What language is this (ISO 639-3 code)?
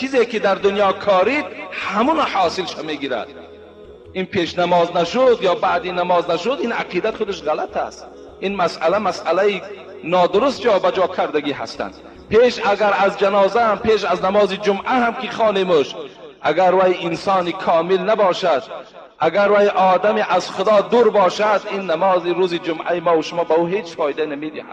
tgk